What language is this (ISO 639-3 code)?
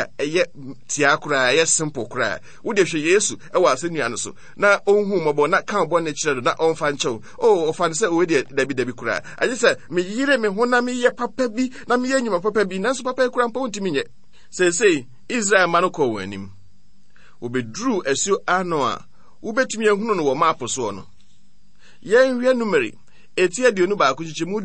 aka